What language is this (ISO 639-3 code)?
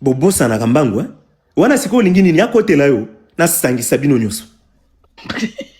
lin